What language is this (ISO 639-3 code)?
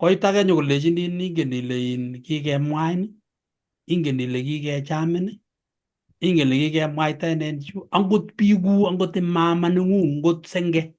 kln